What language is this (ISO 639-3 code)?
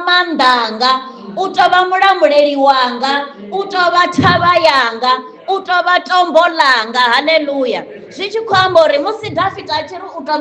ven